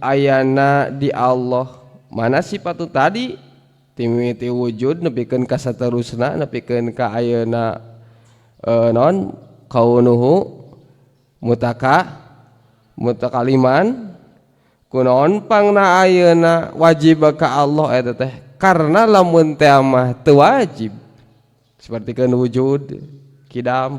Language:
Sundanese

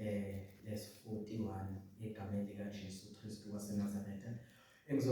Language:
Zulu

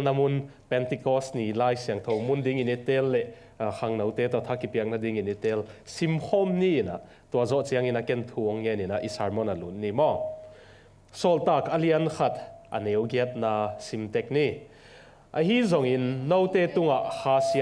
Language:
Tedim Chin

